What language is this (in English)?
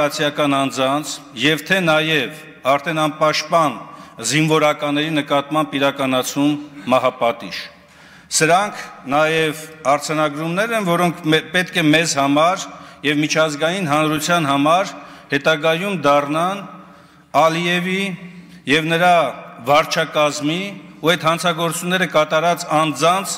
Armenian